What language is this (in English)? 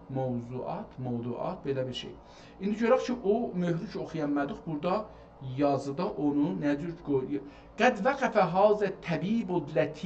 South Azerbaijani